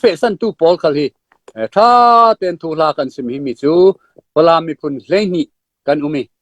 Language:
Falam Chin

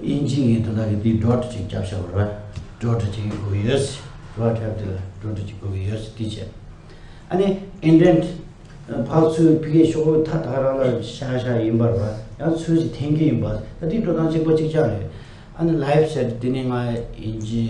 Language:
Tibetan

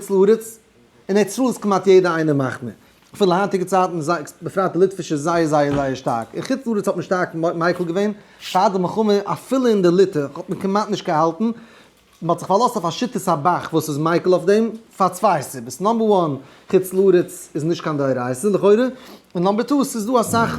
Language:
Yiddish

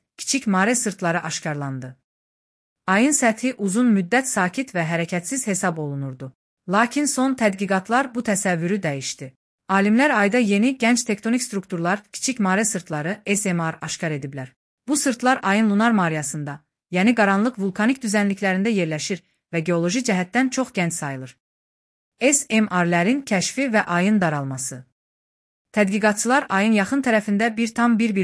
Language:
Azerbaijani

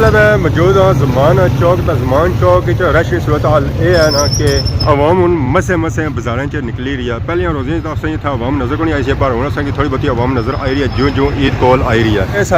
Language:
Pahari-Potwari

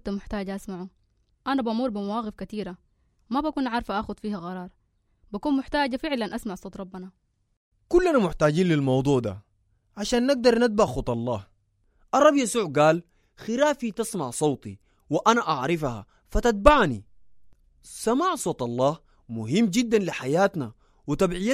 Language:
Sudanese Arabic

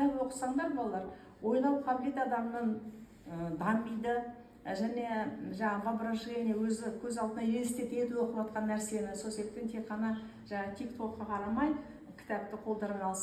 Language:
Kazakh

